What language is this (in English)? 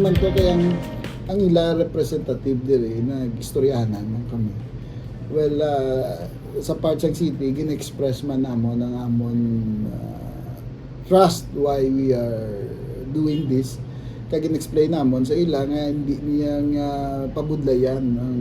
Hiligaynon